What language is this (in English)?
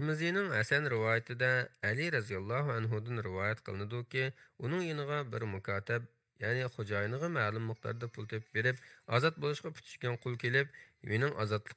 Uyghur